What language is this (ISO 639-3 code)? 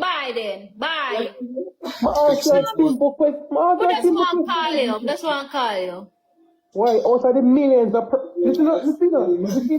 jam